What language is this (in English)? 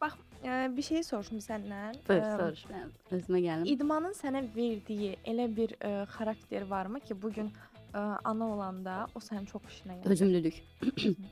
Azerbaijani